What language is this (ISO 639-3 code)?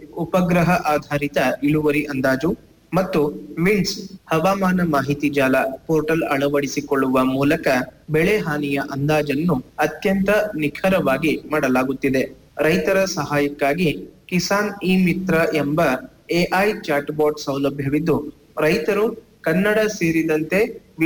kan